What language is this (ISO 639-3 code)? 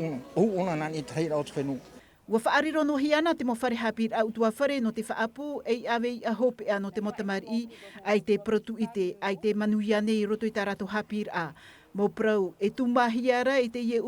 tah